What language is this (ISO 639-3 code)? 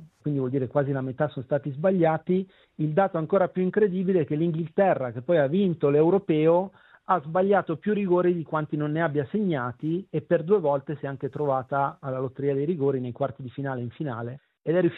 ita